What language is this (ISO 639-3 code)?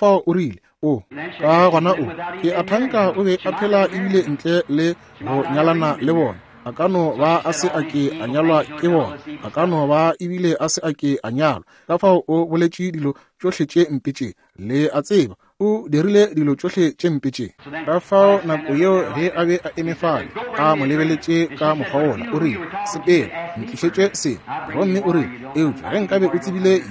nso